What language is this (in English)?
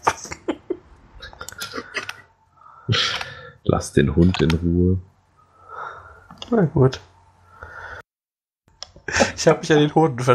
German